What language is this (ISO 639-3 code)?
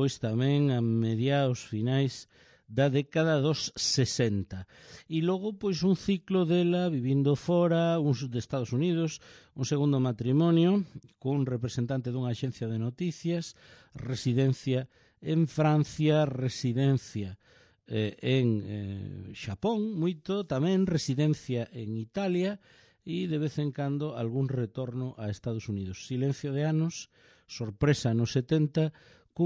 glg